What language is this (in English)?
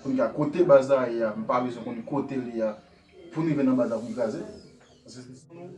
Haitian Creole